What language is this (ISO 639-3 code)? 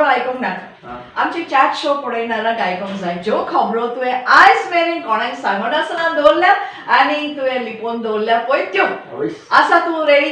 kok